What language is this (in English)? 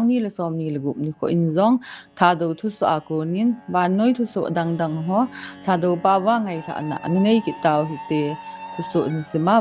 Thado Chin